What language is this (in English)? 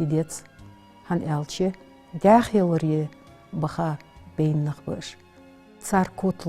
Ingush